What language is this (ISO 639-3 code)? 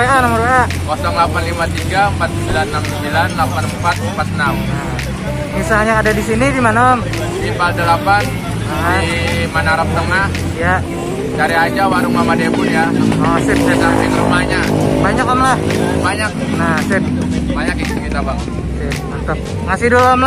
bjn